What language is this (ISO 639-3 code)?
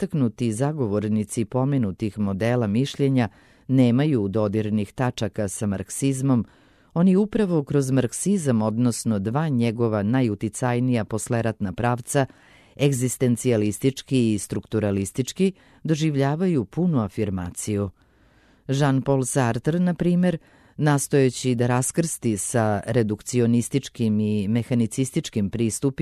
srp